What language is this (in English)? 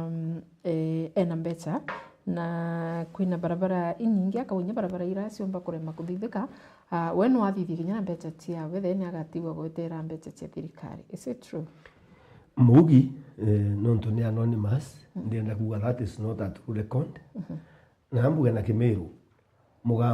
Meru